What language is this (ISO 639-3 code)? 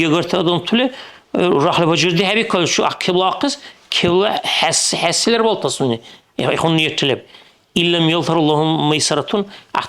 dar